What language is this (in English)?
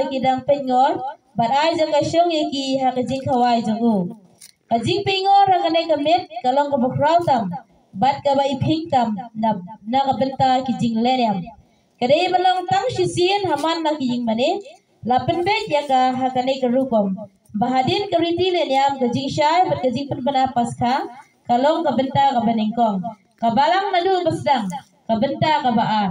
Khasi